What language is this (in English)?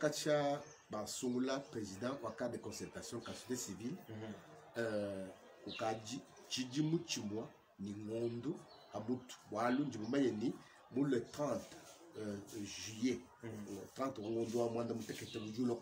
Luba-Lulua